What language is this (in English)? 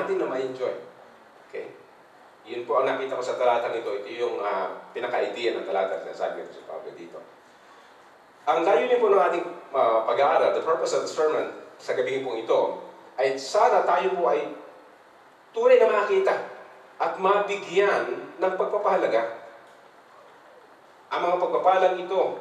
Filipino